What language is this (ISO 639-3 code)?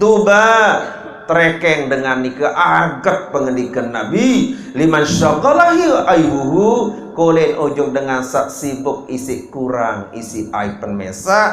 sas